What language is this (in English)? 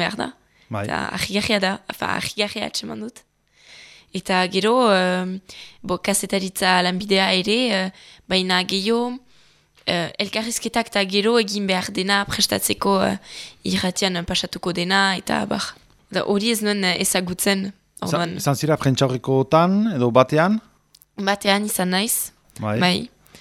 Basque